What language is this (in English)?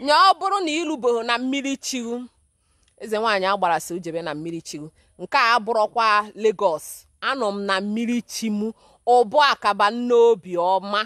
Igbo